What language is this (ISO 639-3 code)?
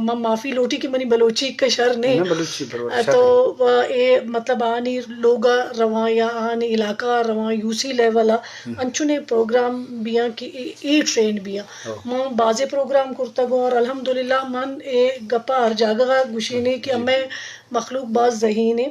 bgp